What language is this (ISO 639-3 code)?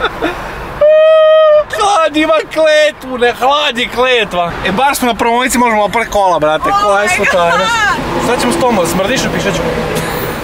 hrv